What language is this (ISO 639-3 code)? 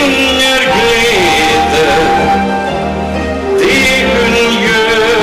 nor